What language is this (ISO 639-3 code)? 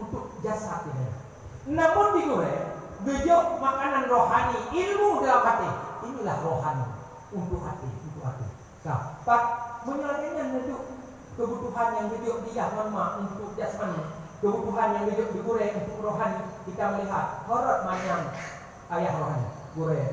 ace